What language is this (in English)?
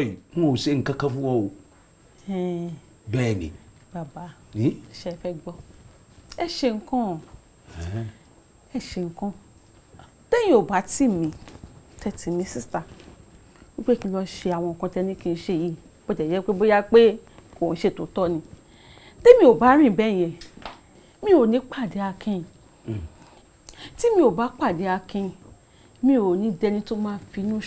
Yoruba